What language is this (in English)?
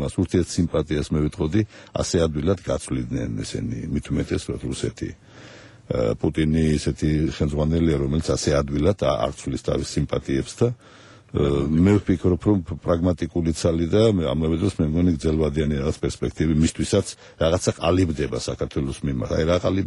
Georgian